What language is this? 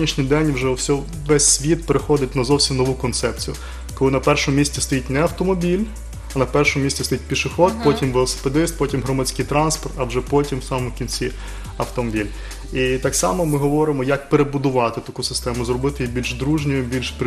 Ukrainian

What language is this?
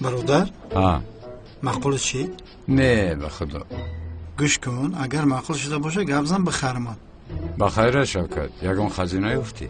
Tajik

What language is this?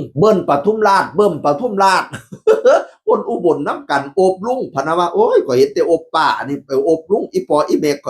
Northeastern Thai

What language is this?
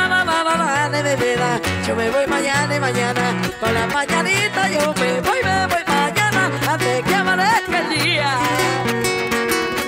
Spanish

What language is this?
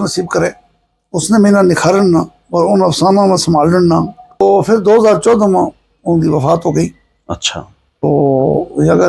Gujari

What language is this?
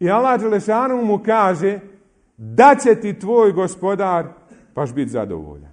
Bosnian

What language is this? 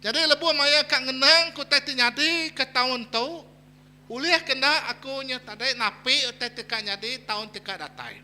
Iban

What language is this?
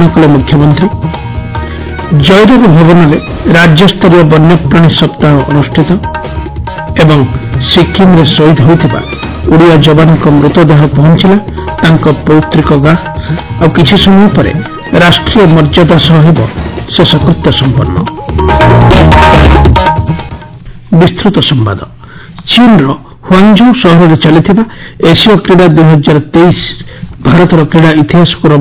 Odia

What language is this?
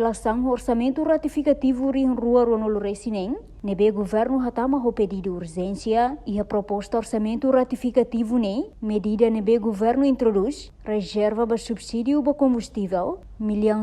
Tetum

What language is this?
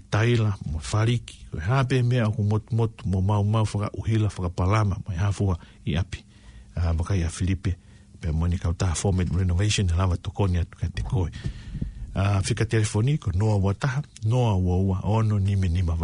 Tongan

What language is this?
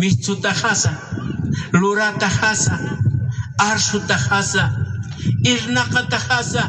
Aymara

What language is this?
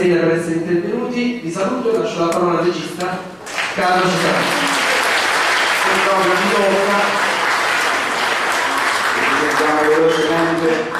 Italian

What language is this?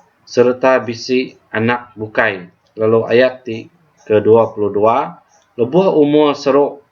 Iban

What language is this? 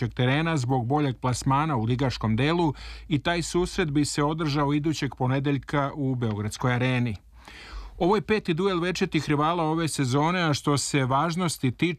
Serbian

